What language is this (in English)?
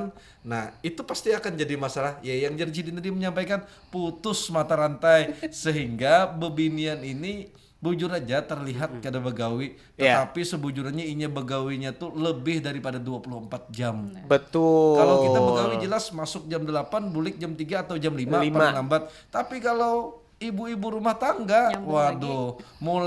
Banjar